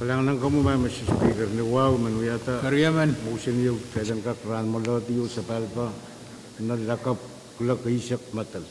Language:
Pohnpeian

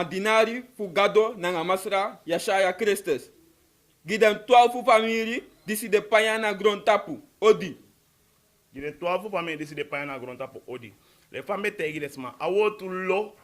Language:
Sranan Tongo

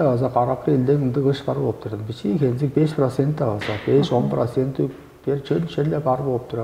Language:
Tuvinian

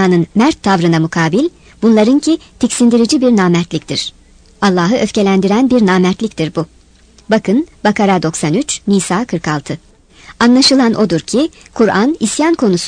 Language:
Turkish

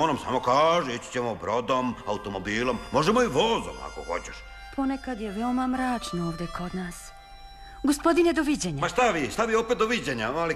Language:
Serbian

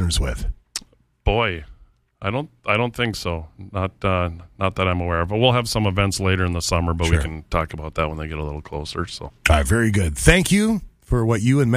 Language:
English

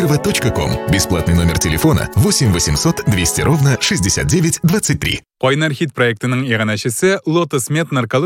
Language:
Tatar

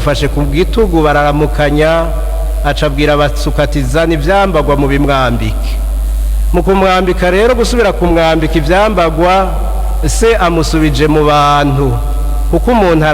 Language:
Rundi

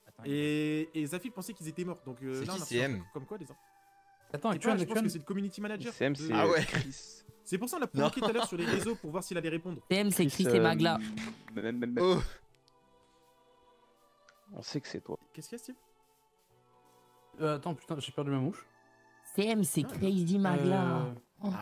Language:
French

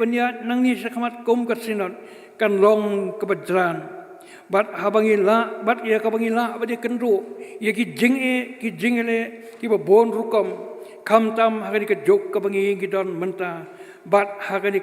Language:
Khasi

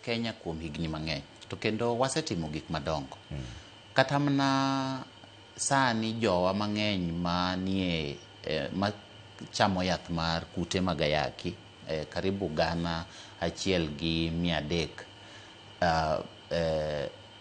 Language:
Luo (Kenya and Tanzania)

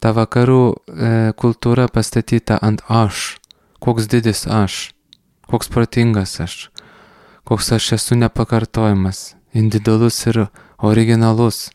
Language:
Lithuanian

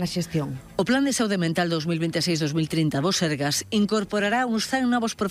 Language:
Galician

